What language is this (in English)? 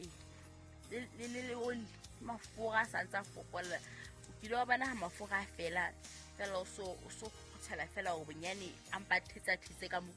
Southern Sotho